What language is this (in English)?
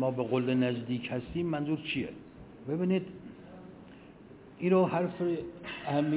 Persian